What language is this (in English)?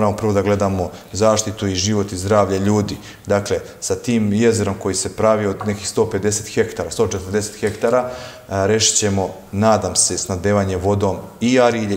Serbian